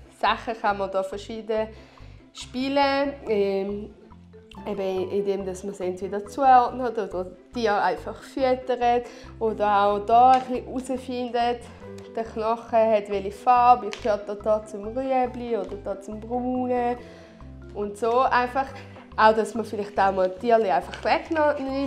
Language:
Swiss German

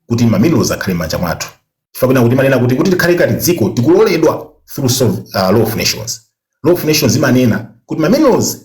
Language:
Nyanja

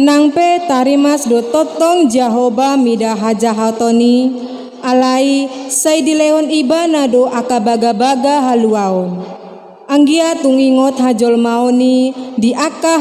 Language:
Batak Toba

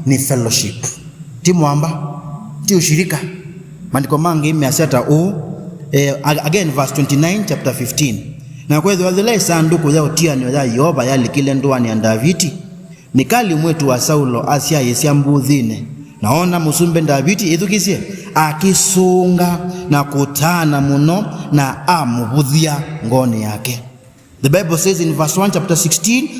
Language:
Kamba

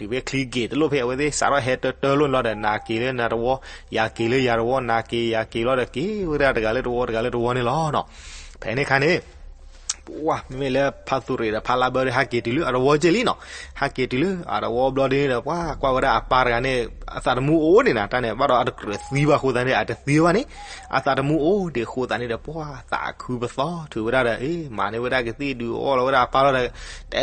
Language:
S'gaw Karen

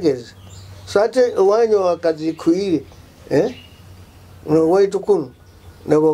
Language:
Nyoro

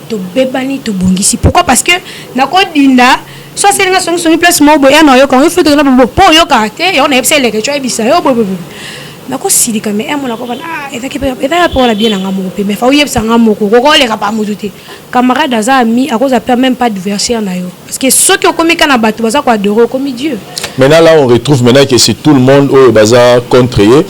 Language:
Lingala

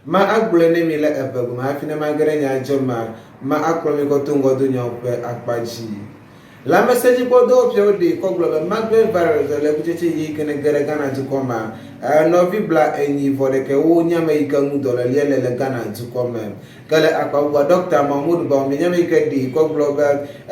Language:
Ewe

